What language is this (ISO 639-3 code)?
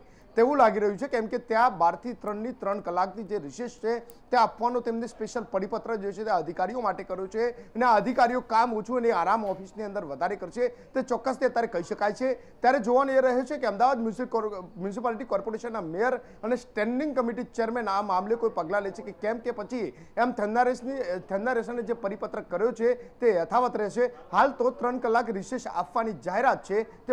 guj